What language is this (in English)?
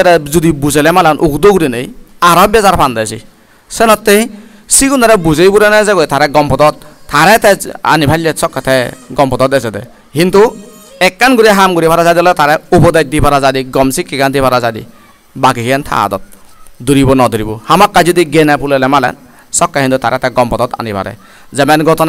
Chakma